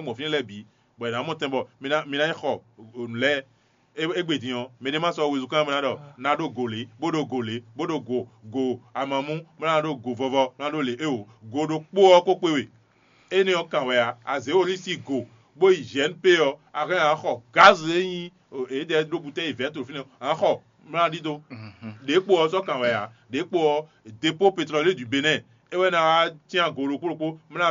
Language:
Fon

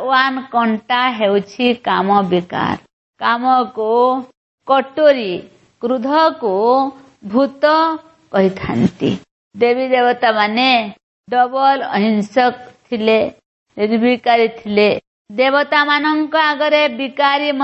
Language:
Odia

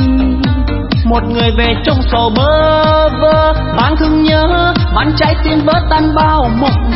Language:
Vietnamese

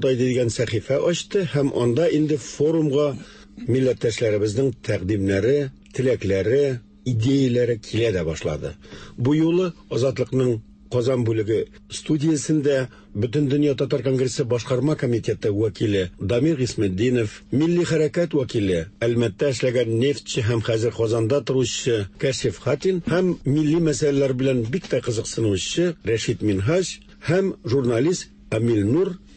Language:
Tatar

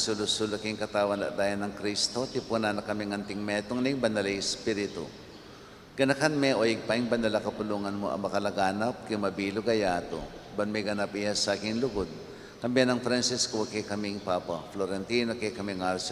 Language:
Pampanga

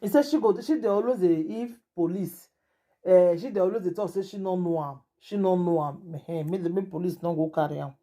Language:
Nigerian Pidgin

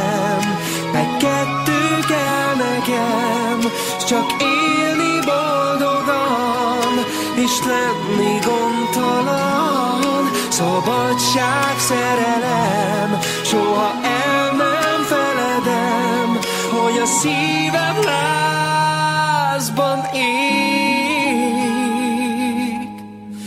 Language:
Hungarian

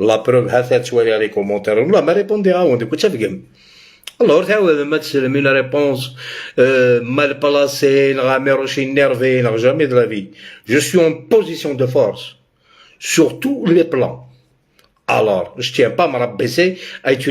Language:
Algerian Arabic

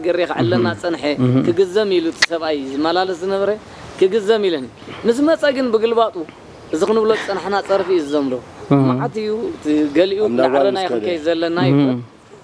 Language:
Tigrinya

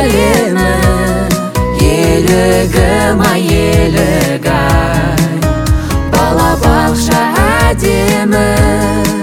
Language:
Kazakh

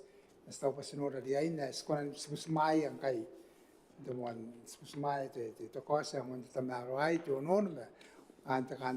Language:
Gilbertese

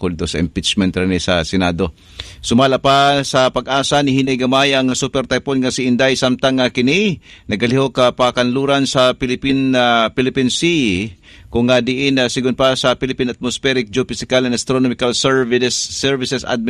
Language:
Cebuano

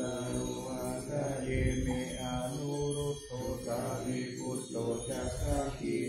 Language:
Pali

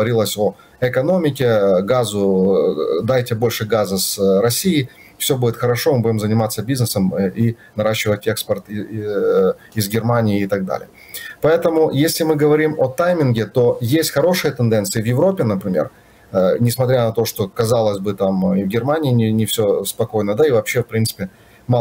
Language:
Russian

